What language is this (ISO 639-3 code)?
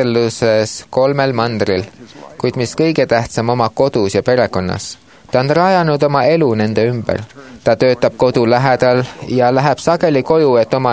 est